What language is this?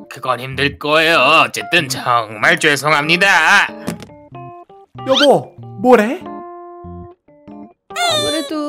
Korean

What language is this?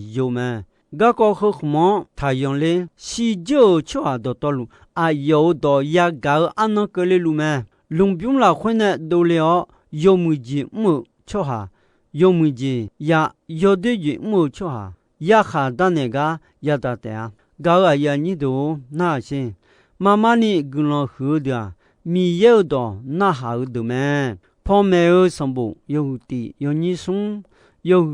Akha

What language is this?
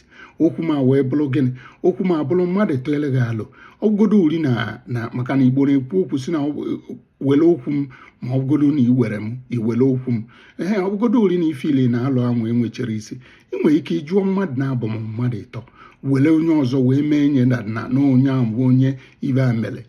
Igbo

